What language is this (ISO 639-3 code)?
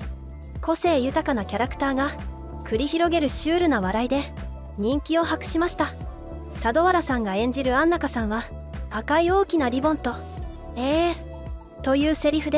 jpn